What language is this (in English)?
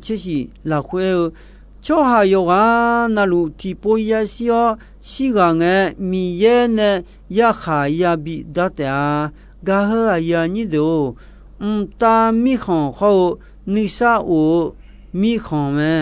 Akha